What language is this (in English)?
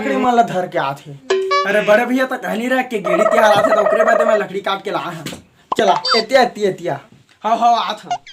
Chhattisgarhi